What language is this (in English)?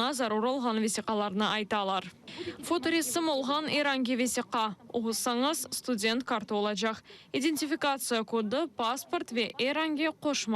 Crimean Tatar